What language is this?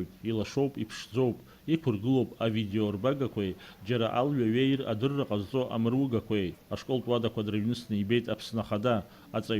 Abkhazian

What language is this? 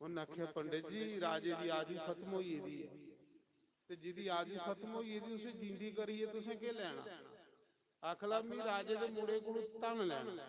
Dogri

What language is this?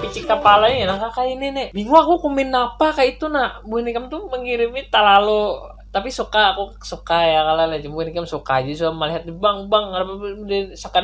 Banjar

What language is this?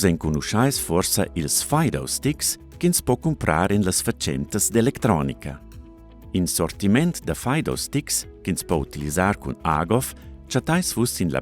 Romansh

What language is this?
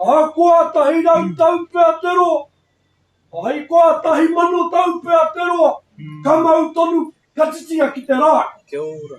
Māori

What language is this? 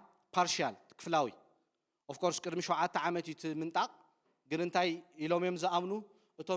Tigrinya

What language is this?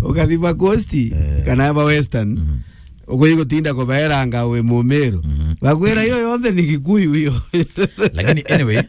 Meru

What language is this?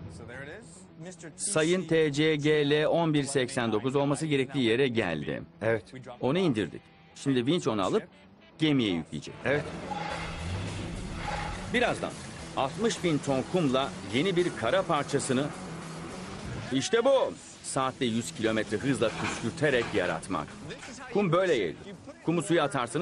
Turkish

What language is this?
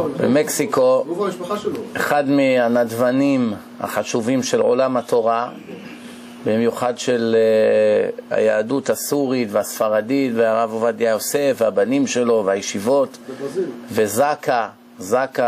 Hebrew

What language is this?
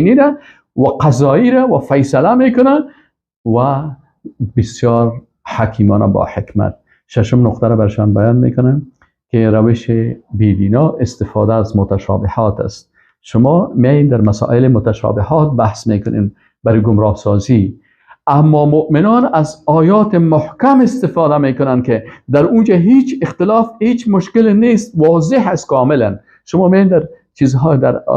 Persian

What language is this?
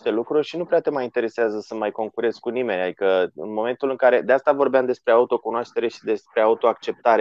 Romanian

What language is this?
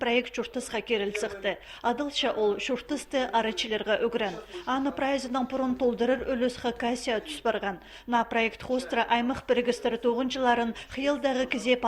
Khakas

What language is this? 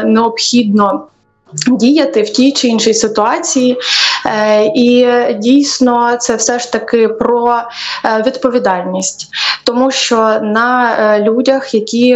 Ukrainian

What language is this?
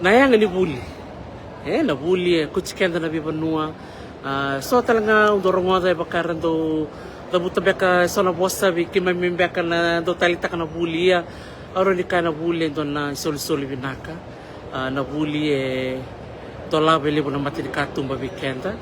Fijian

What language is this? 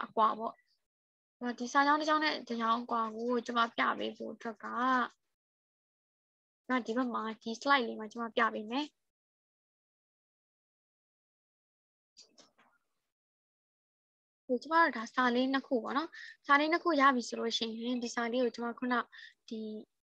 Burmese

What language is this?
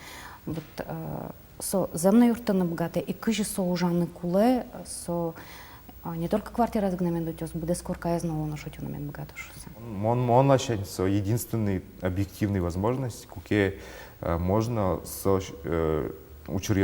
Udmurt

